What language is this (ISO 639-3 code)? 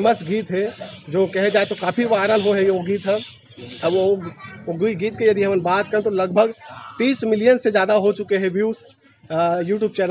hne